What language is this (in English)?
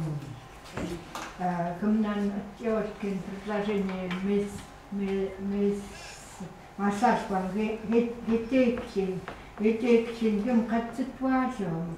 Chukot